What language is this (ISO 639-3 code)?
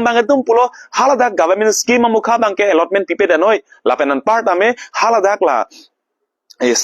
mjw